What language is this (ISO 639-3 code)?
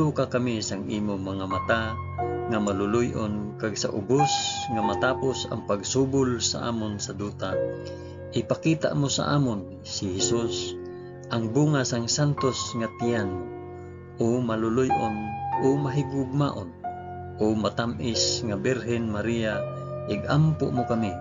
hil